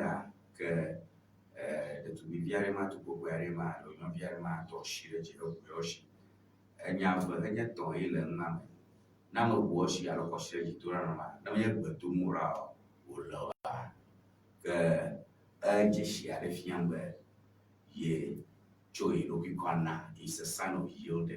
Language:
Ewe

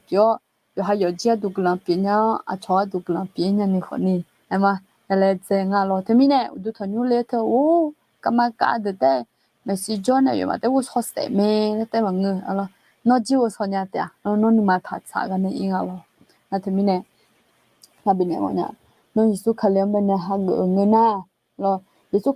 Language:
Akha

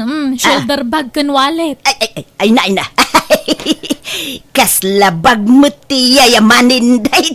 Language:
Iloko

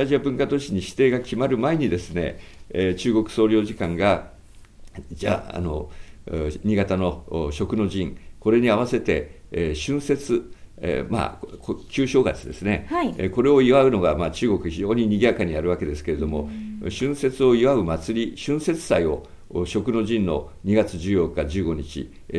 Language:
Japanese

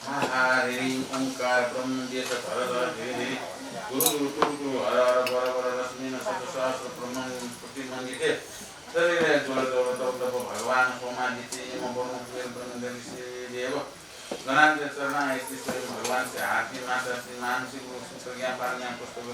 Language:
Newari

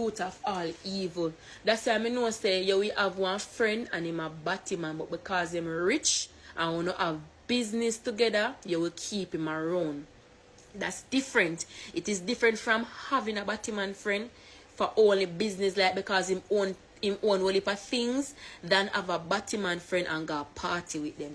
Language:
Jamaican Creole English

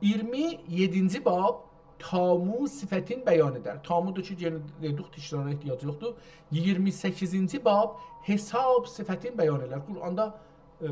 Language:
South Azerbaijani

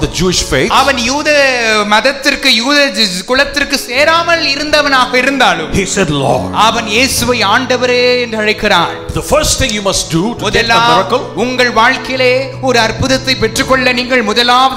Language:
Tamil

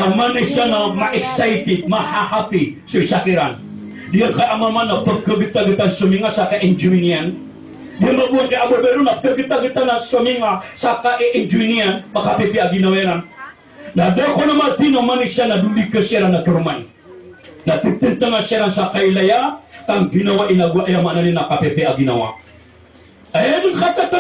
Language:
Maranao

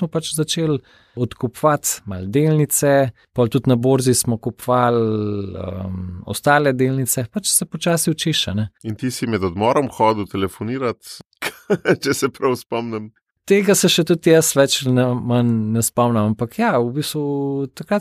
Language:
Slovenian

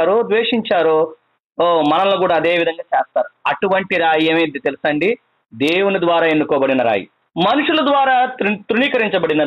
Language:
Telugu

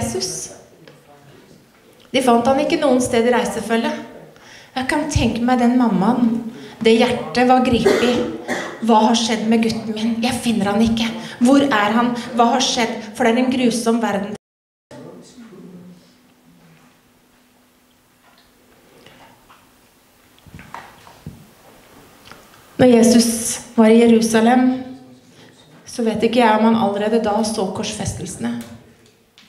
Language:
Norwegian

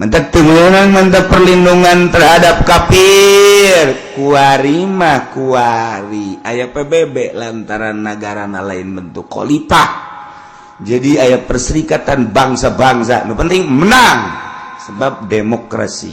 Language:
Sundanese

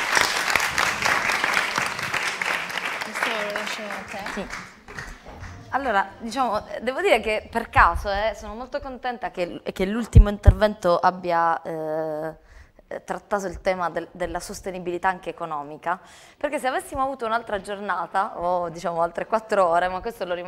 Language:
Italian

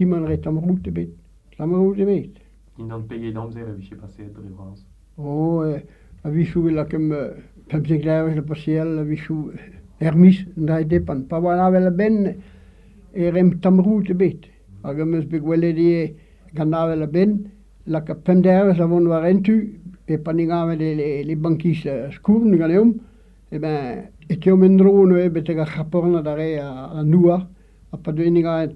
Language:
Breton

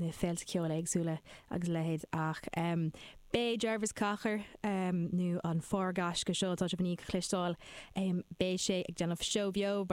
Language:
Irish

